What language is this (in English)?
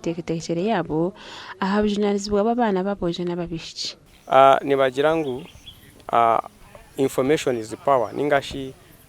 Nyankole